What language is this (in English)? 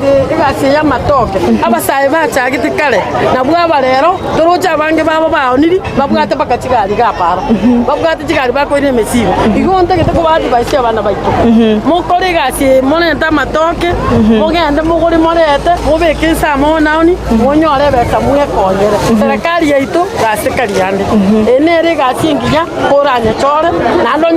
Gusii